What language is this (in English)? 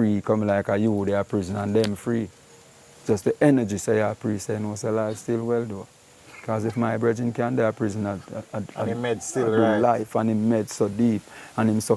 Jamaican Creole English